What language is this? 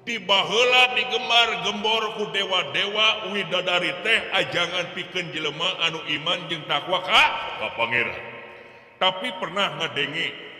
Sundanese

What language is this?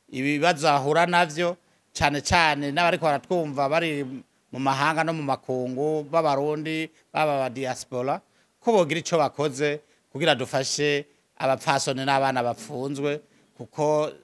Rundi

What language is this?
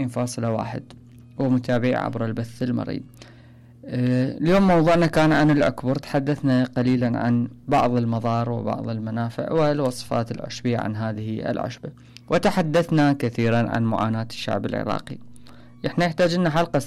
Mesopotamian Arabic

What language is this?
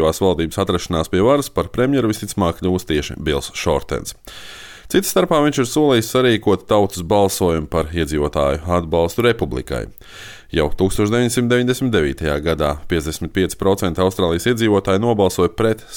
Latvian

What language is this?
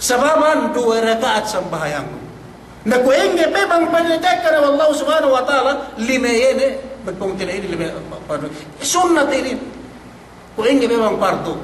Yakan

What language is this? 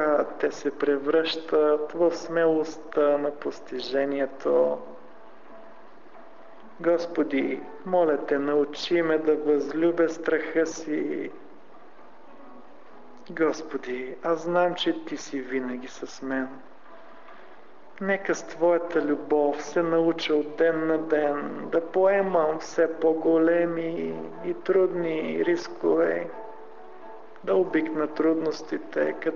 Bulgarian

